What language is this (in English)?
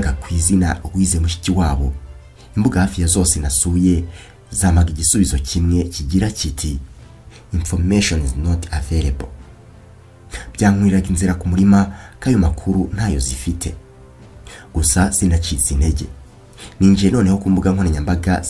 Kinyarwanda